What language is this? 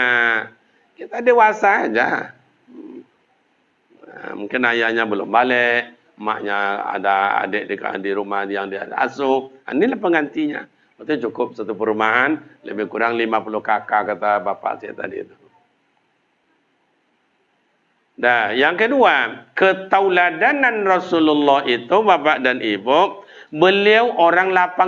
Malay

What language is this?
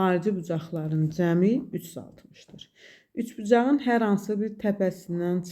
Azerbaijani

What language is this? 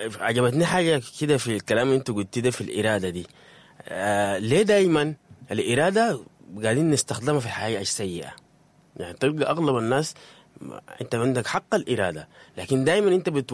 Sudanese Arabic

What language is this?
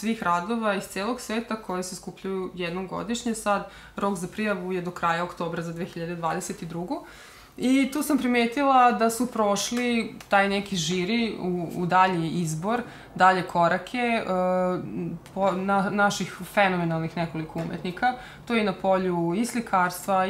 Serbian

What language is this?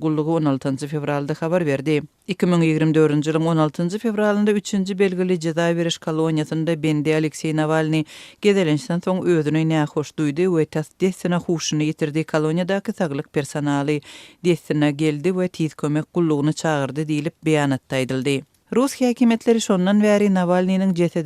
Turkmen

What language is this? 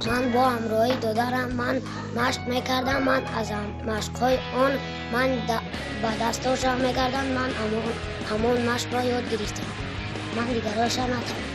Tajik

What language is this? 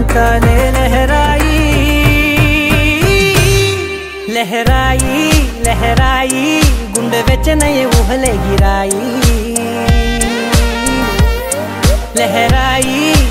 Telugu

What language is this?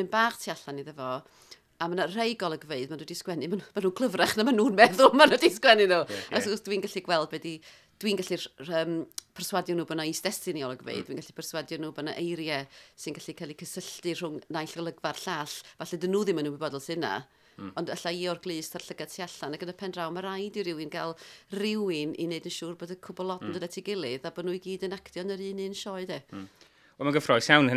Welsh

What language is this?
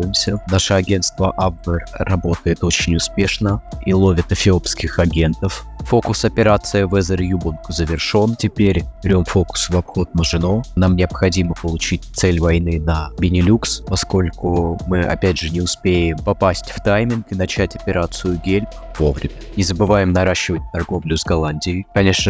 Russian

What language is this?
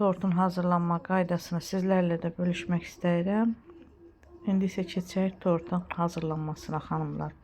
Azerbaijani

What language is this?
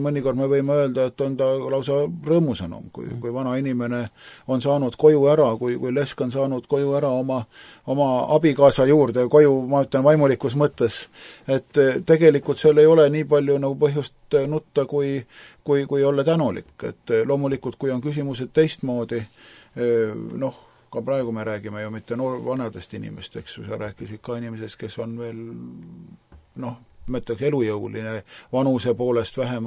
Estonian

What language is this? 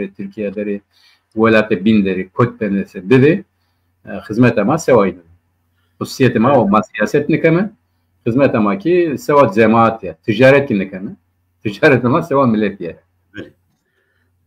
Zaza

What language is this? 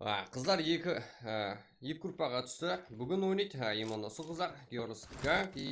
Kara-Kalpak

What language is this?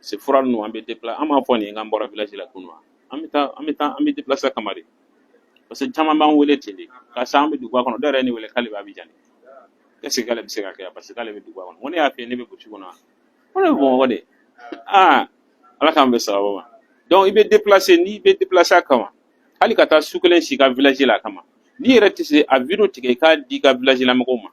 Bambara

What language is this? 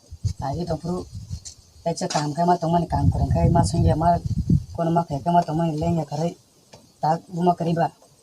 Kok Borok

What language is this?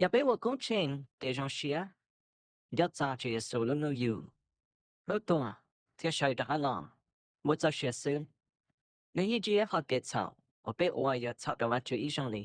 Hmong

